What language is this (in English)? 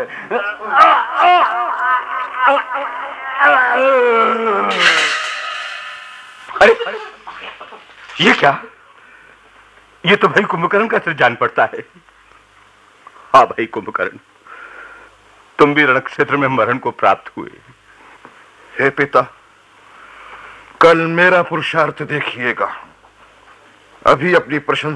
Hindi